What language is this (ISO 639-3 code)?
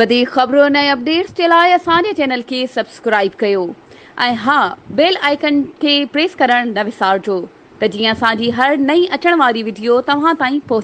snd